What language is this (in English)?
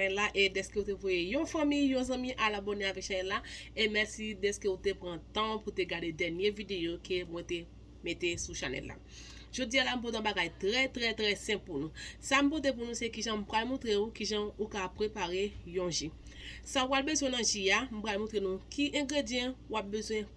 Haitian Creole